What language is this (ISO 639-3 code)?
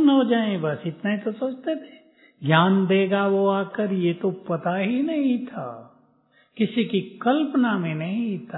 hin